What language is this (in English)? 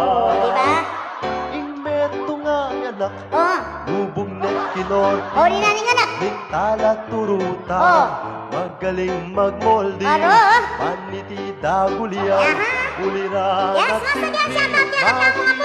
Pampanga